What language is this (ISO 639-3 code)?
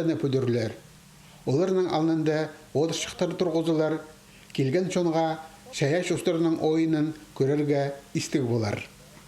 kjh